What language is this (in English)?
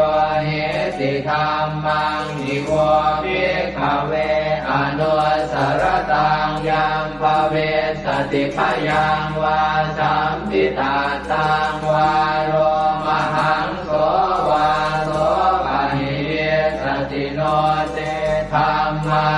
Pali